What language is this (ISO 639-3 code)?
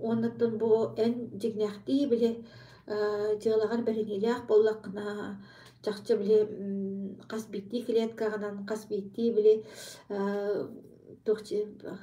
sah